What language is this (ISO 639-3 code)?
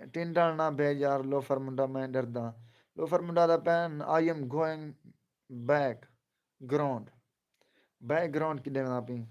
skr